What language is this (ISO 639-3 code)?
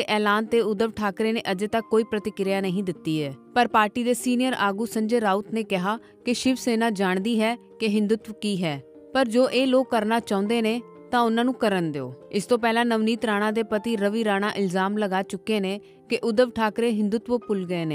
pan